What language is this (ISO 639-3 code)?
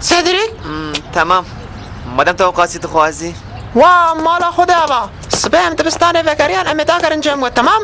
kur